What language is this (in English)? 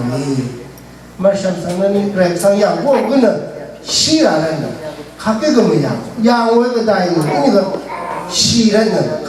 Rawang